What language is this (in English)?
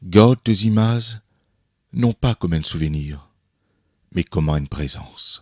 Morisyen